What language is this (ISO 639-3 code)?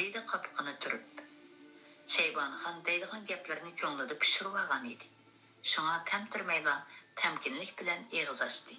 uig